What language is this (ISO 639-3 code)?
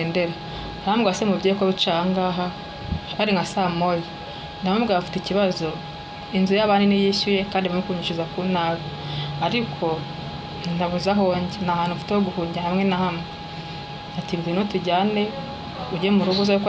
kin